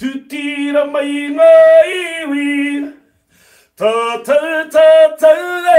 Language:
Māori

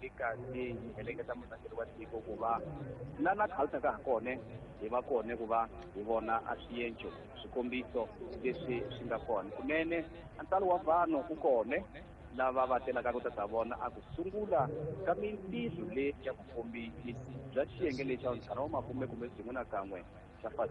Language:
Tsonga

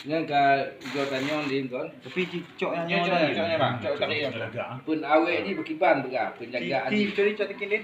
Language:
Achinese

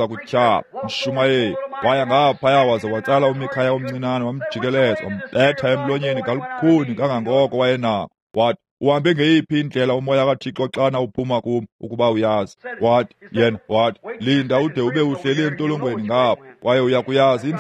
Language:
Xhosa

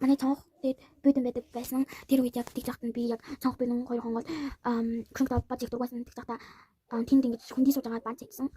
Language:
Mongolian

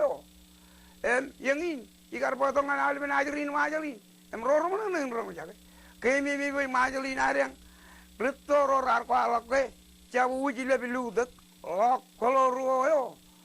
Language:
Marshallese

